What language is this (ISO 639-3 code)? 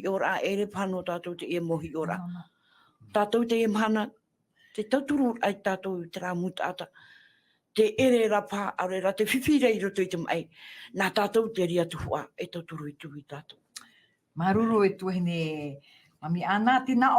tah